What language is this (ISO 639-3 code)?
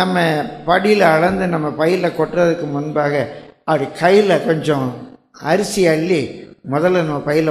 tam